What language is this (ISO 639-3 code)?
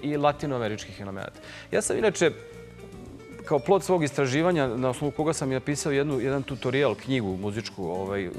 srp